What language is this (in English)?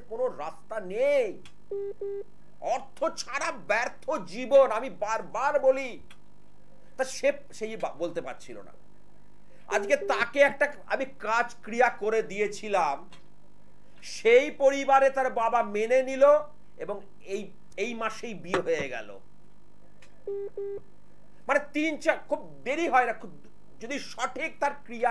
Bangla